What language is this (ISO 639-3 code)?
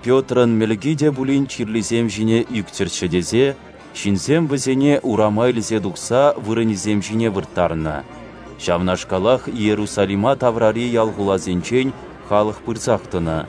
chv